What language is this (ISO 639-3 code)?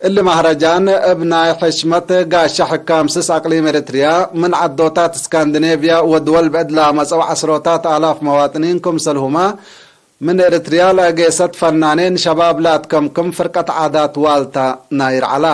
tig